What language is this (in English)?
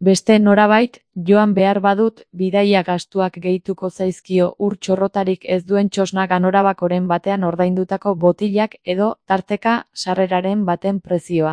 Basque